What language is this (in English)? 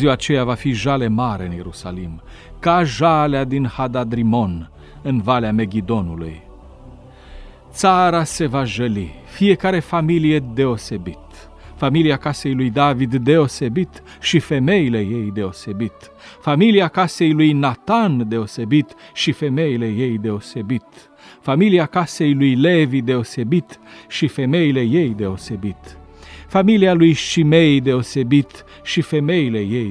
Romanian